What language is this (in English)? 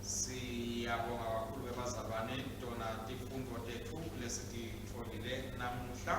Swati